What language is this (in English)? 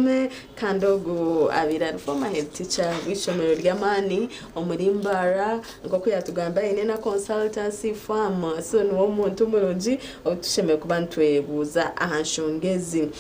Nyankole